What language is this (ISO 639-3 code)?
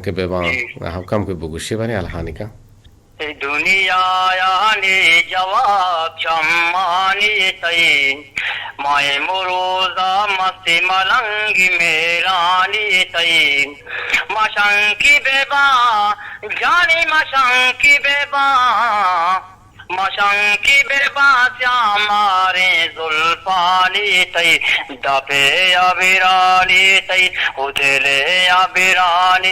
bgp